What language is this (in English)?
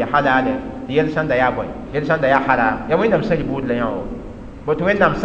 Mossi